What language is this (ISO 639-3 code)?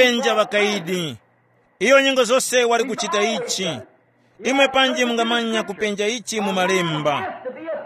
tum